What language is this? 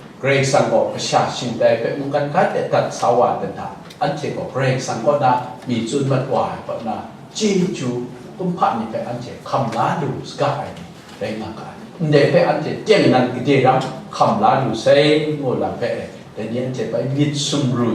Kachin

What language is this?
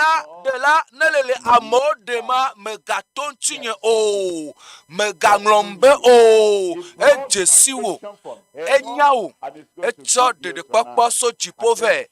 Ewe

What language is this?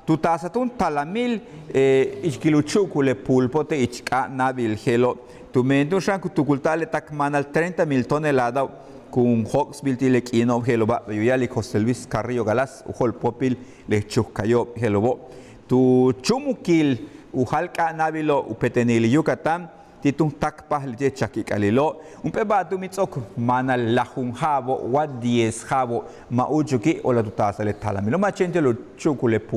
Yucateco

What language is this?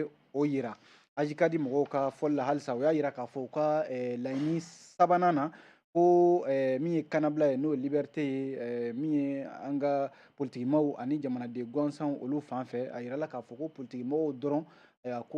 Bambara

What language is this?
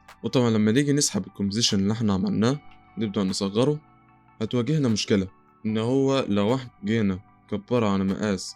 Egyptian Arabic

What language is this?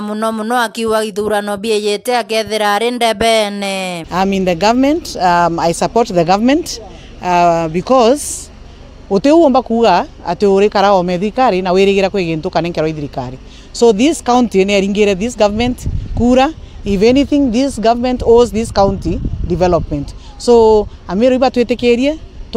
Meru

